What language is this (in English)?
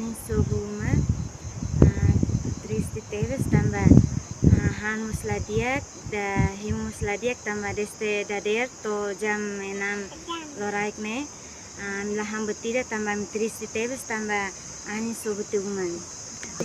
Tetum